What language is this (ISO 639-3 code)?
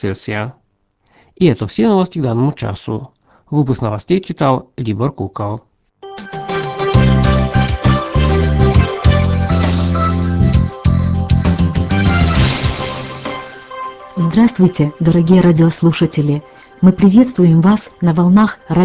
rus